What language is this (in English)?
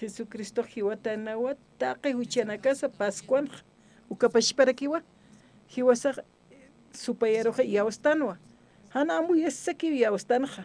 Aymara